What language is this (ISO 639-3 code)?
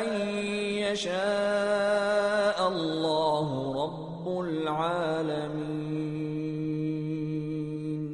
div